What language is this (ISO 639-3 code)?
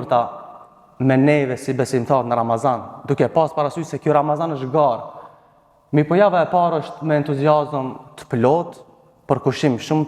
sqi